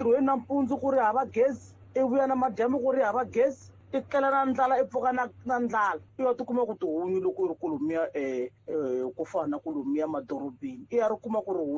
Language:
Tsonga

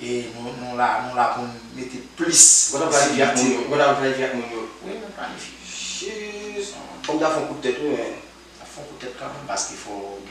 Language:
Haitian Creole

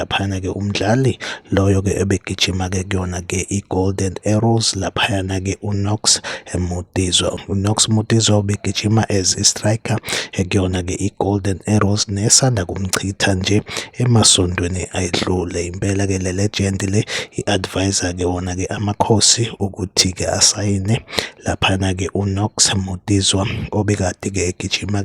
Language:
Zulu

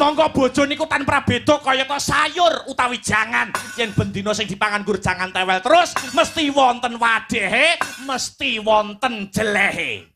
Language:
Javanese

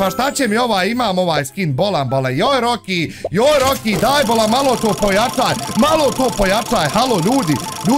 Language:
Bosnian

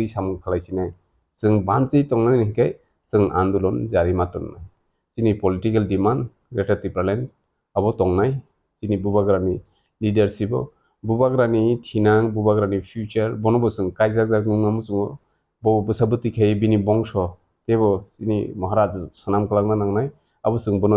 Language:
Kok Borok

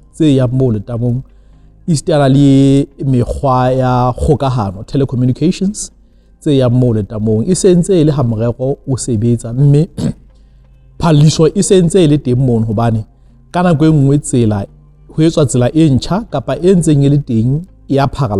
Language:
Southern Sotho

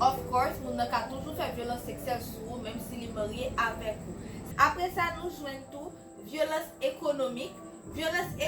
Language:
Haitian Creole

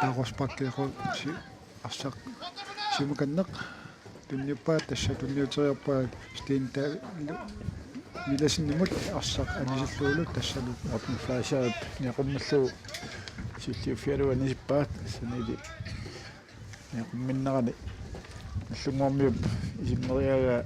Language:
Kalaallisut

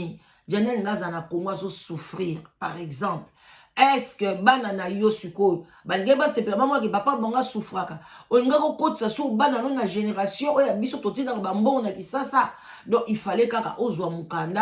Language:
Lingala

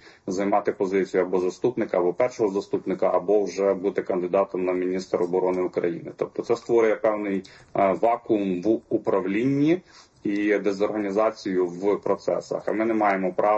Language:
Ukrainian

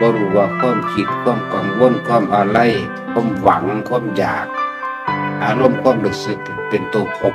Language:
Northeastern Thai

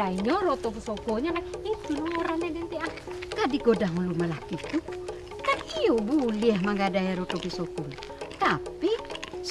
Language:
Minangkabau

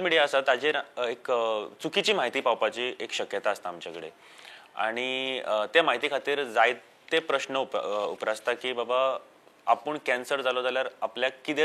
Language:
Konkani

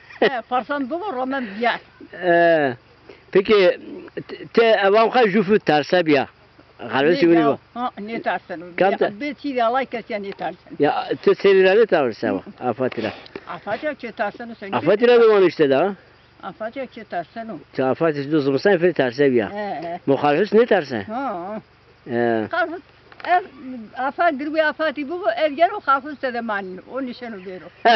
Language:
Zaza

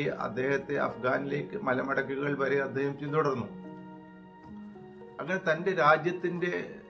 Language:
Malayalam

